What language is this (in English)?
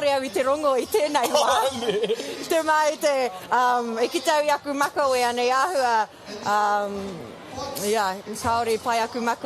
Māori